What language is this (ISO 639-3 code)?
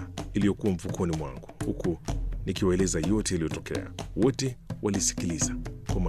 swa